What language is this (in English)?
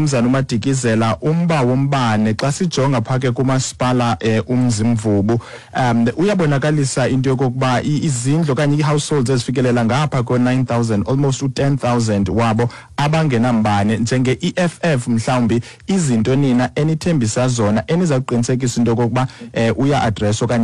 Xhosa